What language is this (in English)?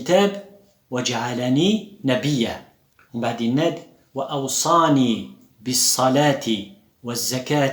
Kabyle